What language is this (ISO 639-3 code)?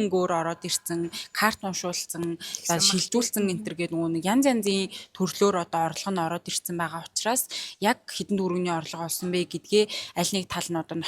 mon